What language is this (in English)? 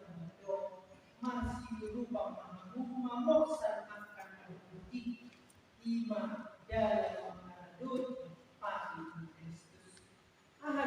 Batak Toba